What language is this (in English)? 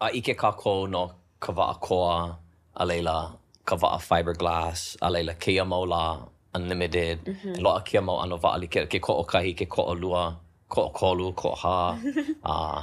Hawaiian